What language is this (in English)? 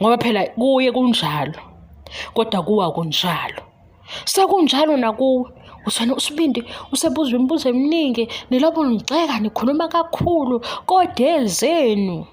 Zulu